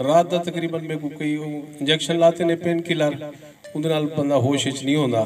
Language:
Saraiki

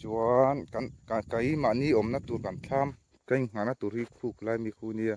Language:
Mizo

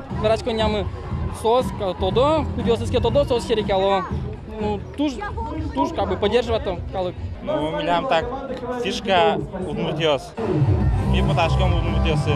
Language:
Udmurt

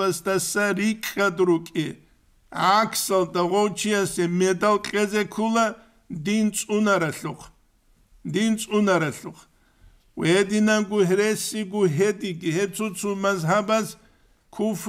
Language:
Avaric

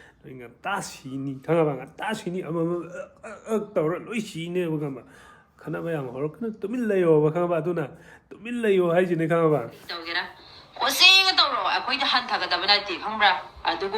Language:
Manipuri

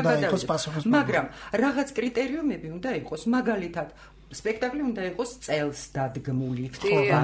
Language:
Georgian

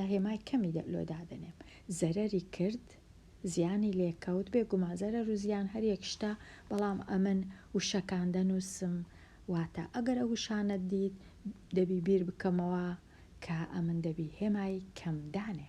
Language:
Central Kurdish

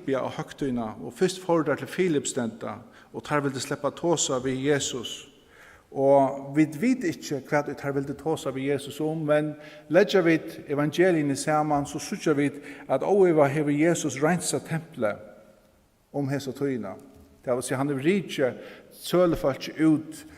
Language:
Faroese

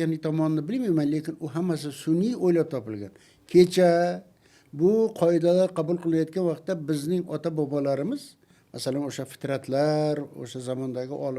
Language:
Uzbek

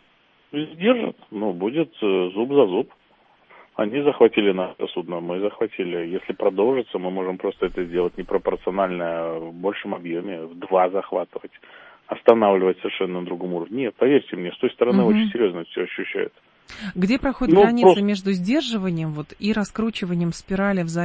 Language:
Russian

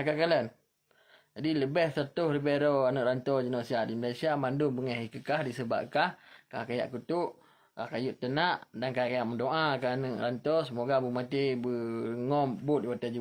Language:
Achinese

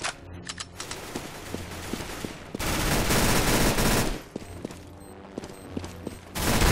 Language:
English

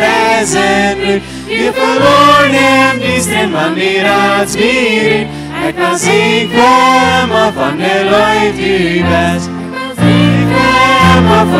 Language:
Plautdietsch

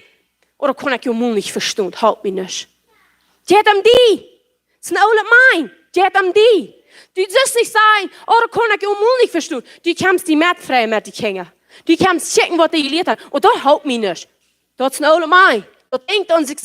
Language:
Plautdietsch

